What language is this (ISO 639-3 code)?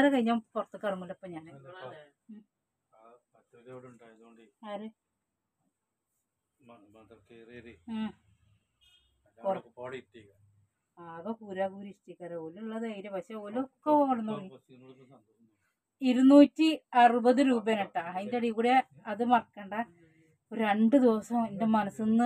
mal